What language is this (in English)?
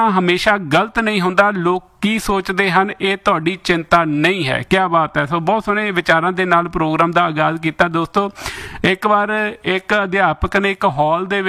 Punjabi